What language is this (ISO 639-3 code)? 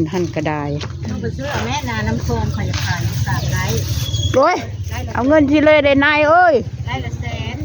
tts